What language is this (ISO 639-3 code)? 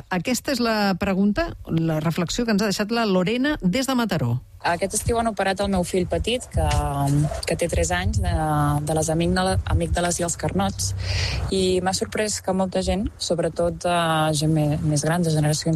cat